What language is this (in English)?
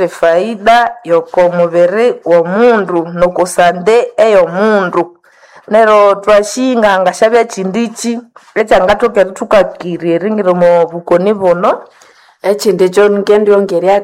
Nande